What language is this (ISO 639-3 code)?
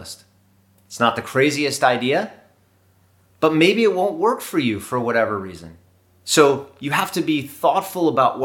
eng